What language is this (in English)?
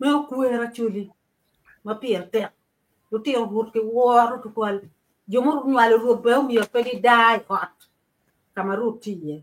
Acoli